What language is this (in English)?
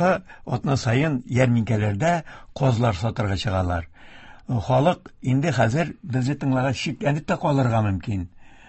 Tatar